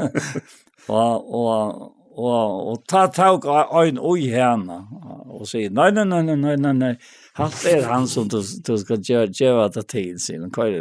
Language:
Faroese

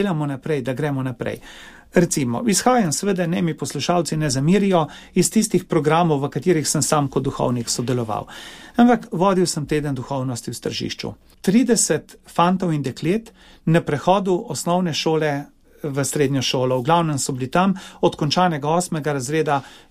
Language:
Slovenian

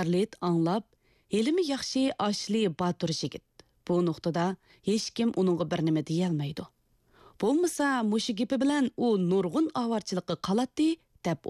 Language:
Uyghur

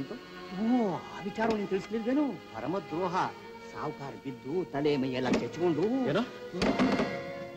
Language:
Kannada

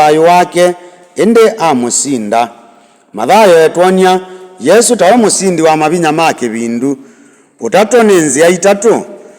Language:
Kamba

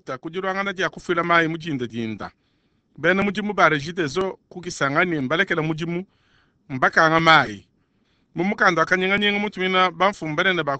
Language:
Luba-Lulua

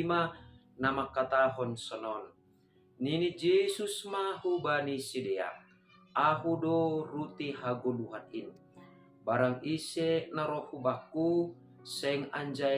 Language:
Batak Simalungun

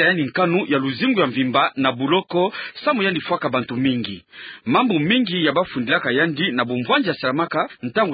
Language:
Kituba (Democratic Republic of Congo)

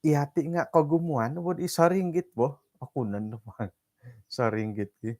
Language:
Central Dusun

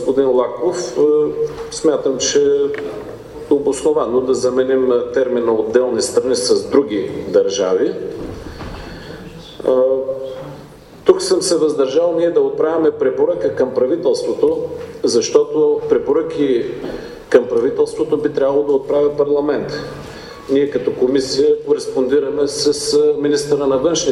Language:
Bulgarian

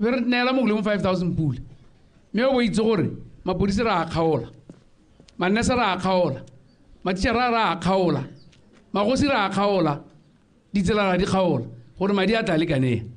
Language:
Tswana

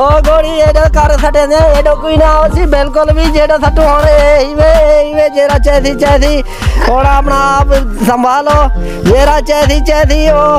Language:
Saraiki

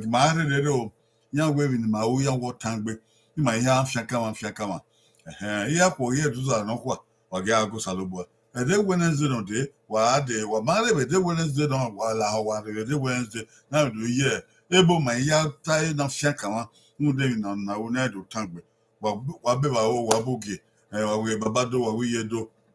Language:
Bini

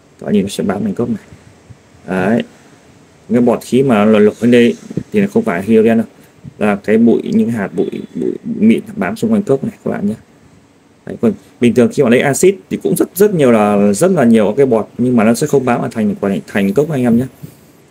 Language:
Vietnamese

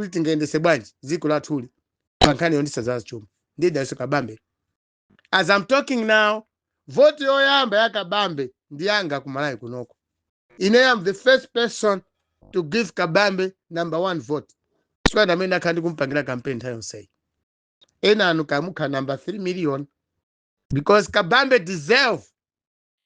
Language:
Nyanja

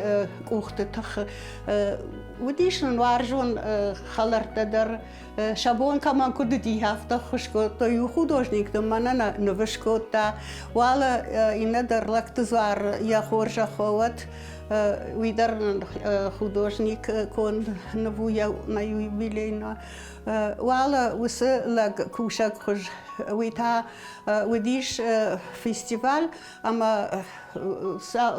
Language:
Ossetic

